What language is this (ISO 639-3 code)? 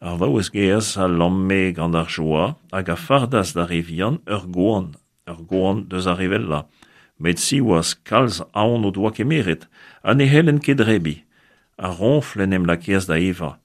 bre